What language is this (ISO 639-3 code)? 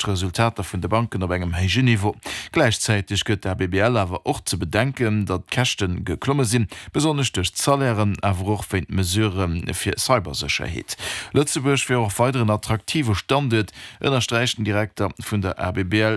ltz